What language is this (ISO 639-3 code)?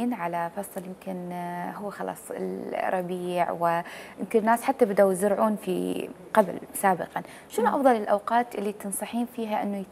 acm